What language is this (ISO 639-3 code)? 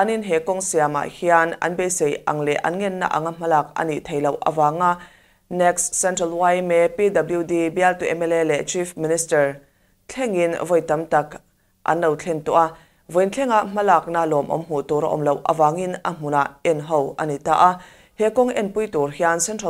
lus